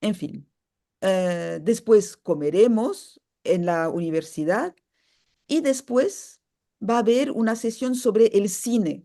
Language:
Ladino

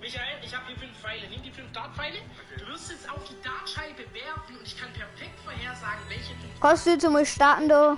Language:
Bavarian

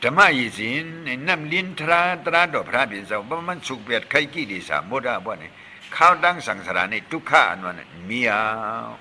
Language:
Shan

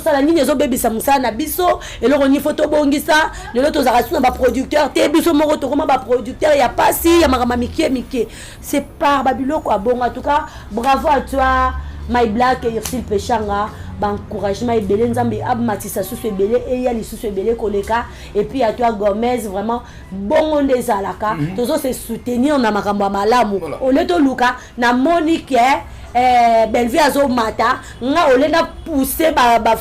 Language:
Lingala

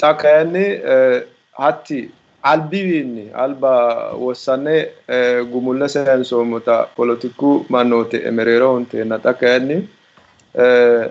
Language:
Sidamo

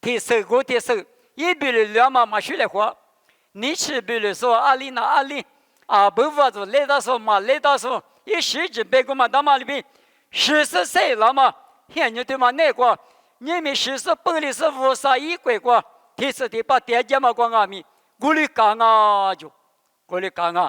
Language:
Lisu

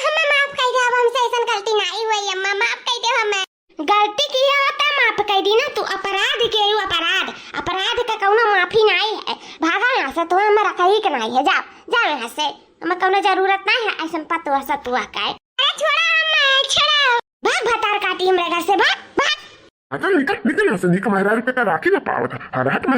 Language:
Awadhi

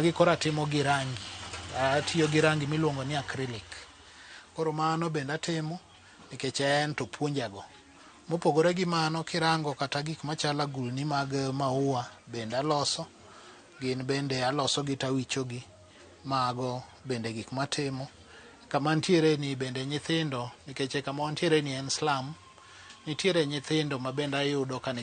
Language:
Luo (Kenya and Tanzania)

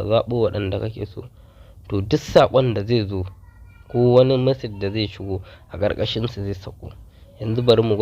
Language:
Hausa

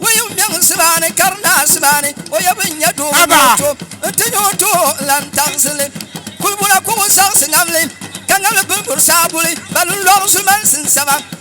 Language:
Dagbani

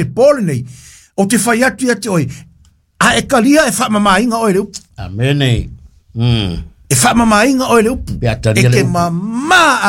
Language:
Samoan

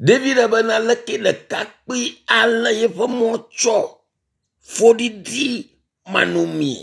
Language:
Ewe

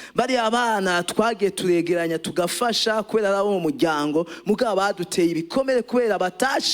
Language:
Rundi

